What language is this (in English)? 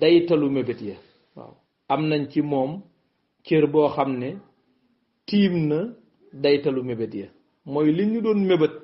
Wolof